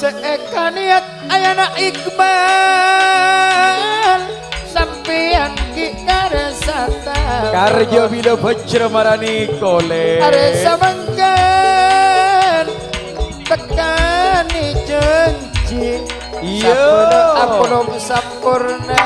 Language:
Madurese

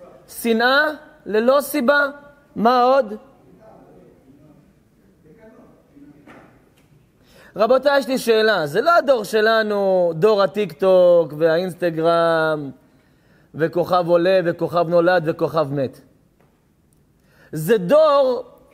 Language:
Hebrew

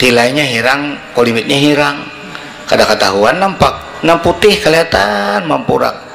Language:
Banjar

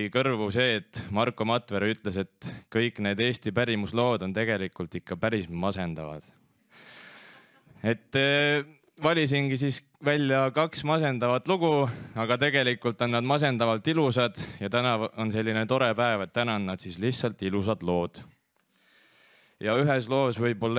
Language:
Estonian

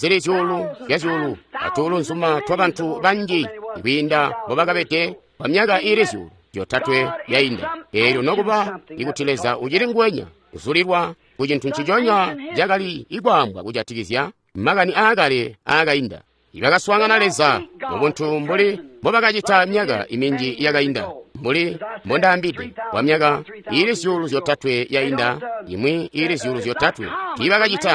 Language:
Tonga (Zambia)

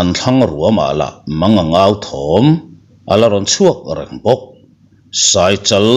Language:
Mizo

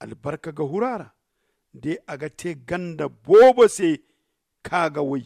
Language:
Zarma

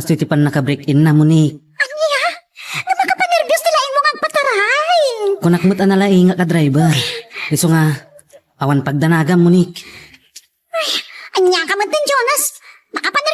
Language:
Iloko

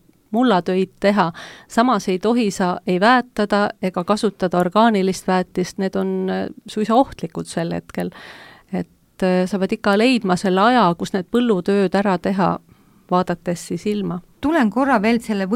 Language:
Estonian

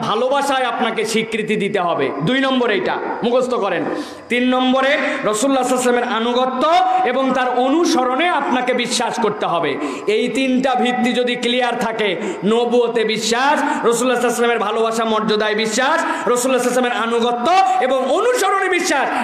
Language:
Bangla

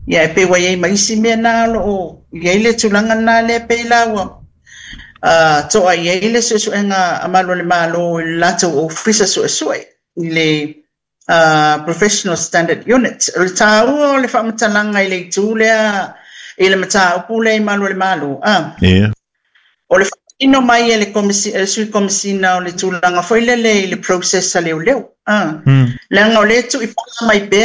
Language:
Samoan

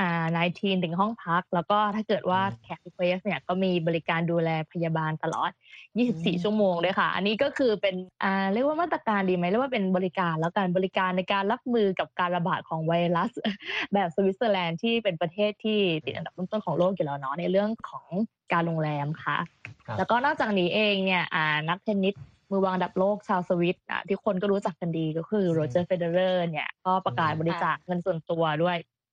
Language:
Thai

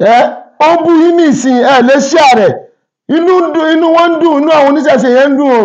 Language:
Yoruba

